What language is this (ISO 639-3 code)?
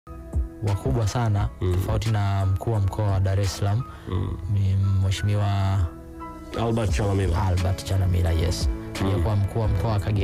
swa